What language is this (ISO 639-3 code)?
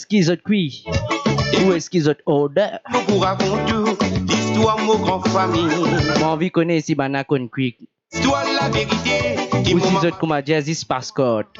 mfe